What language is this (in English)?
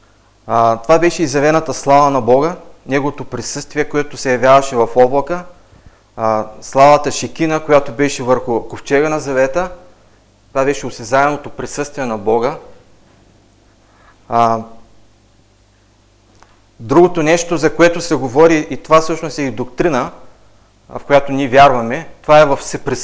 Bulgarian